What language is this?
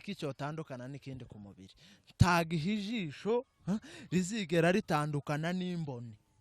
Kinyarwanda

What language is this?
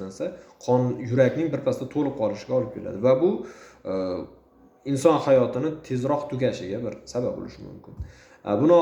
Uzbek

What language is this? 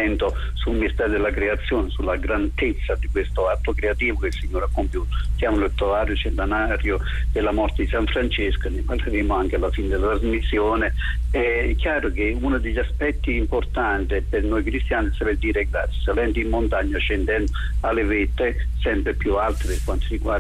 Italian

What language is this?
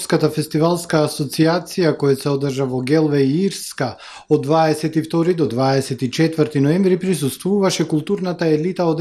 Macedonian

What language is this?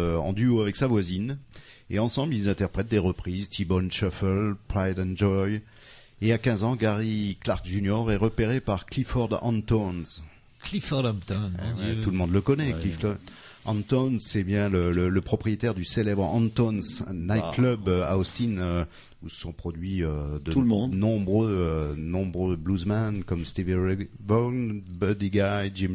French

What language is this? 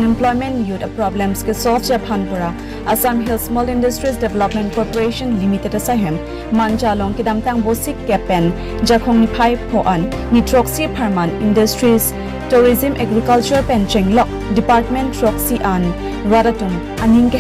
Karbi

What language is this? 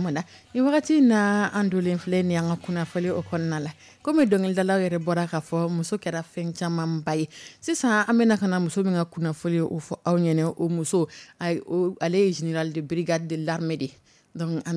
Dyula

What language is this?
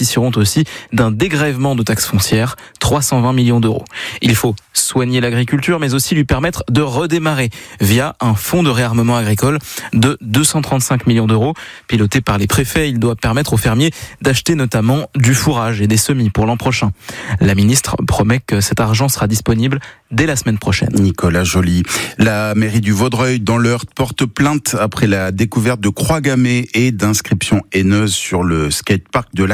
French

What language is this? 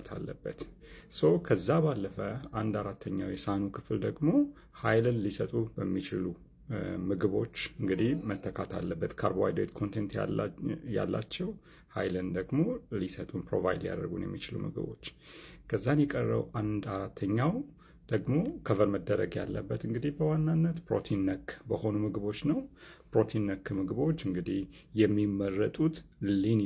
Amharic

